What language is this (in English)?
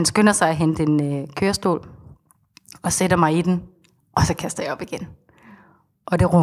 Danish